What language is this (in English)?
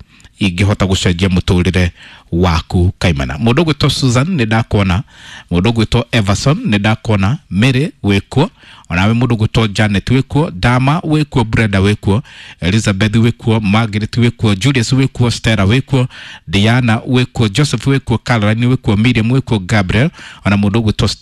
Kikuyu